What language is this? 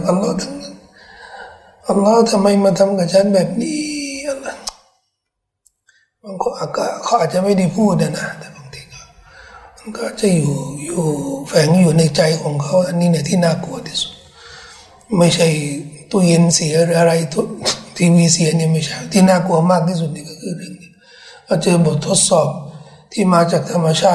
Thai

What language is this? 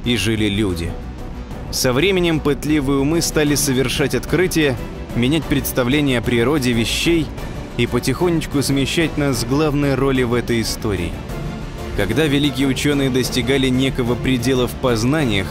Russian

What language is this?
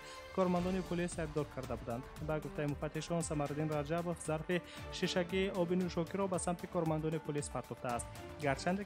Tajik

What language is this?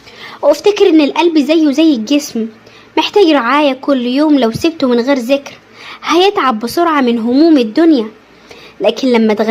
Egyptian Arabic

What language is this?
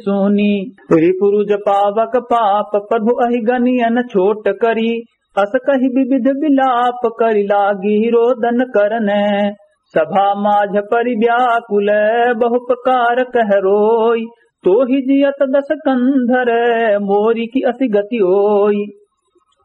Awadhi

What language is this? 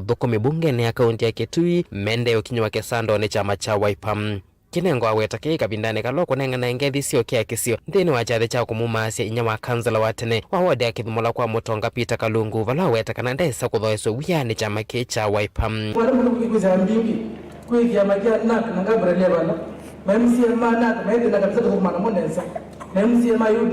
Kamba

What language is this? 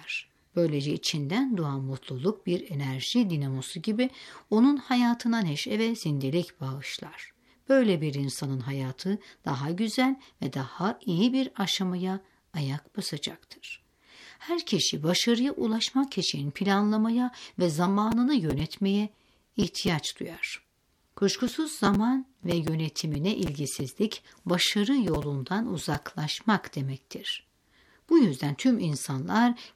Turkish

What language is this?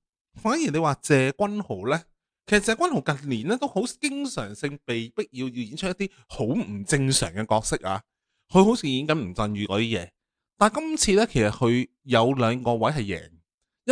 Cantonese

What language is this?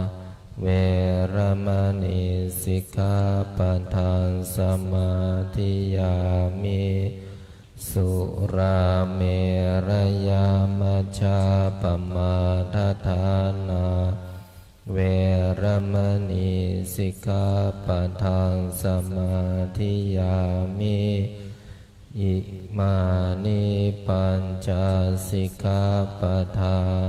Pali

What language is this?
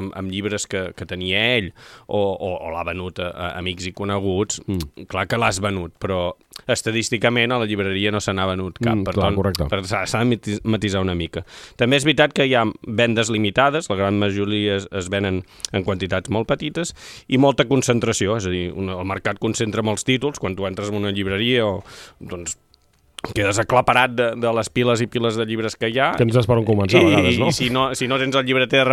Catalan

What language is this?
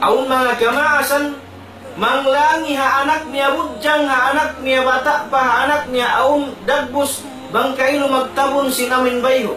Tausug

